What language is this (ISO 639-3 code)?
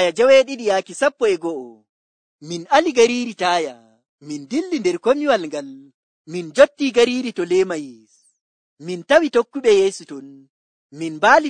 fuv